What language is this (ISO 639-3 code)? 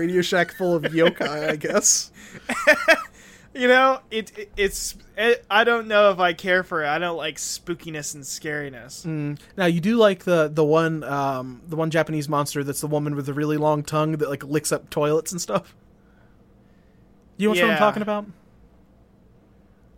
eng